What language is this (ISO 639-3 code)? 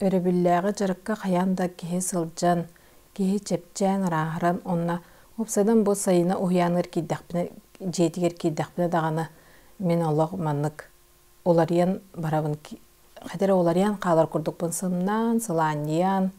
sah